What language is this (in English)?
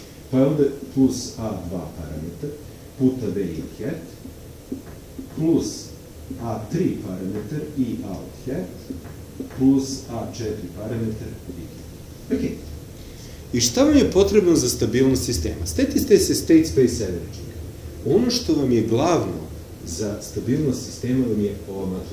Serbian